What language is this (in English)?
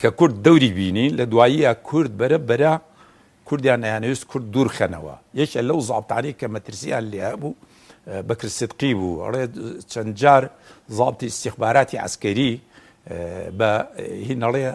Central Kurdish